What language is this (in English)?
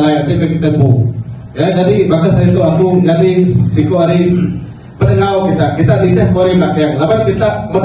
Iban